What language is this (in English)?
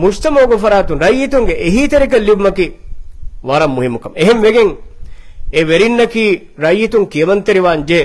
Divehi